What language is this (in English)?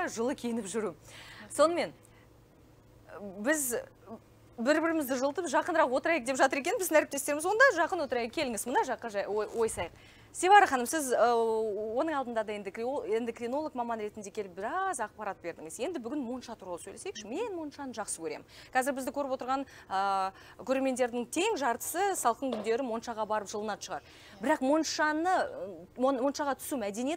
Kazakh